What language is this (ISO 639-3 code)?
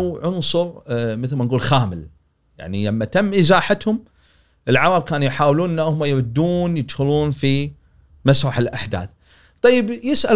afb